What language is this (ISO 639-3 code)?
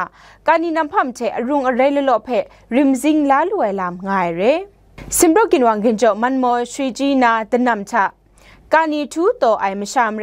kac